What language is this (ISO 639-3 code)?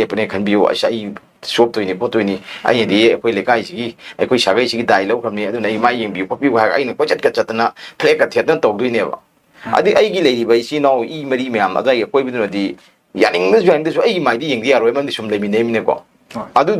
mni